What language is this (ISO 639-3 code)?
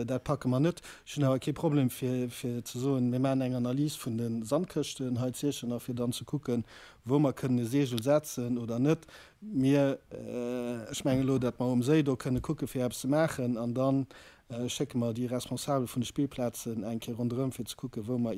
ltz